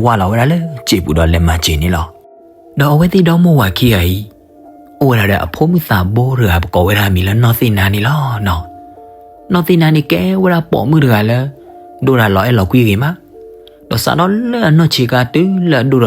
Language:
S'gaw Karen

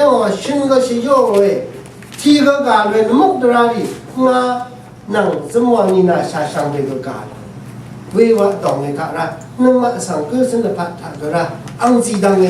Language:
Rawang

